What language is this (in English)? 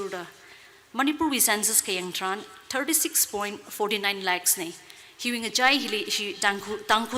Tangkhul Naga (India)